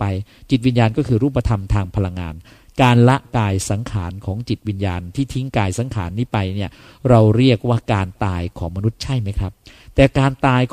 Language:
Thai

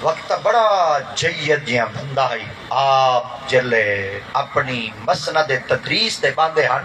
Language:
Saraiki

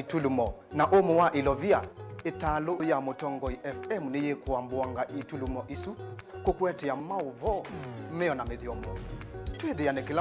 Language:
Kamba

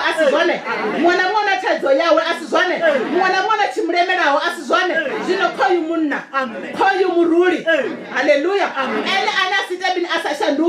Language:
Venda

